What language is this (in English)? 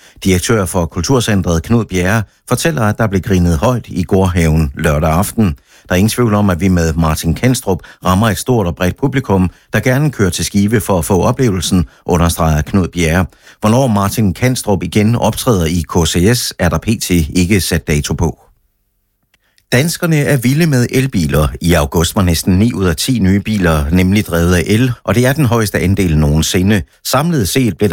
Danish